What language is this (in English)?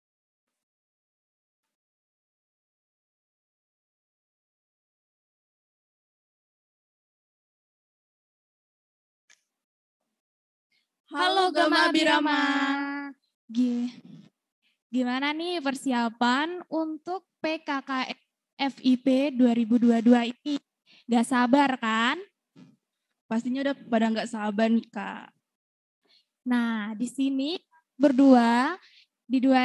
Indonesian